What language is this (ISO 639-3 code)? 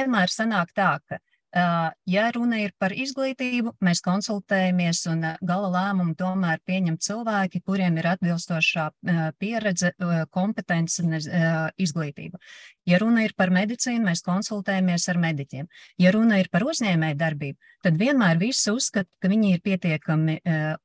lav